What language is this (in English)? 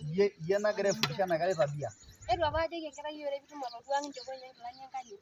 Masai